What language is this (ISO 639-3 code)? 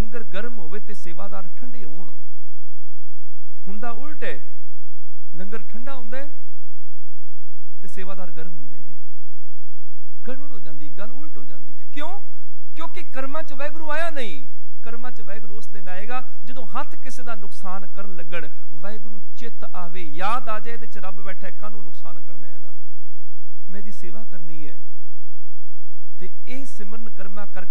pan